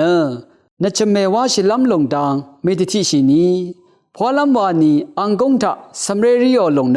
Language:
Rawang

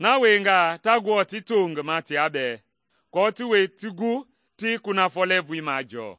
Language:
Mende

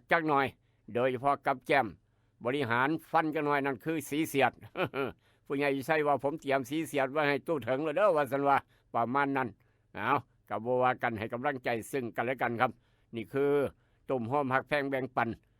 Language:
Northeastern Thai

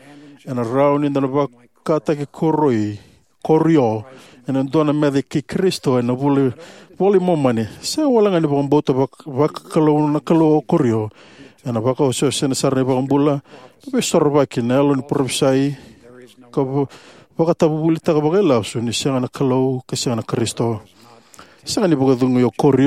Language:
Fijian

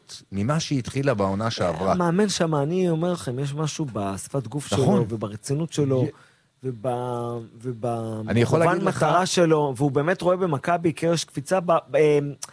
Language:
Hebrew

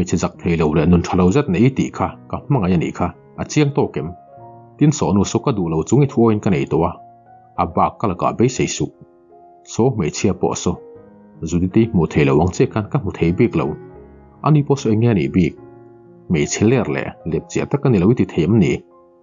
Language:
Mizo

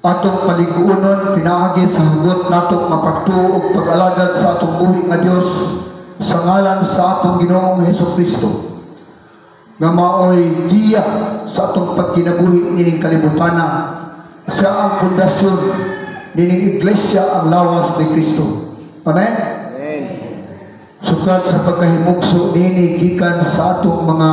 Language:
Cebuano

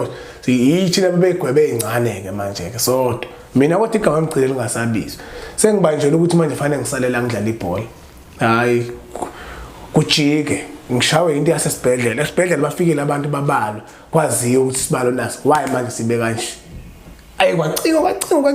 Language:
Zulu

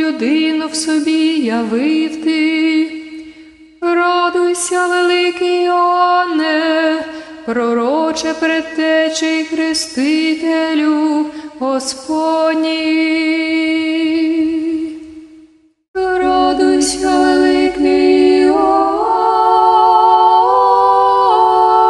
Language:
Ukrainian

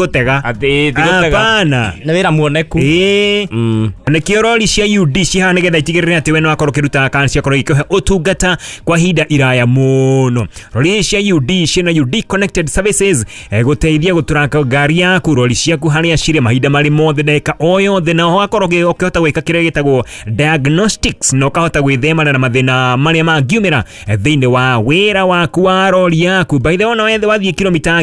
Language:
Kikuyu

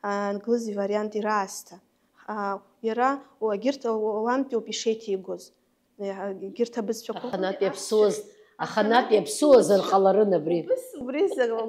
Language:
Abkhazian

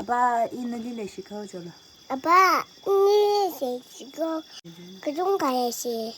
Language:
Tangkhul Naga (India)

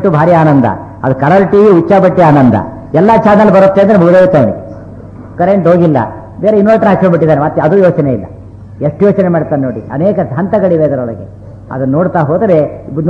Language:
Kannada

